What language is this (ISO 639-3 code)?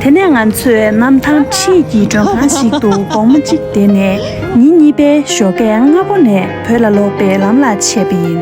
bod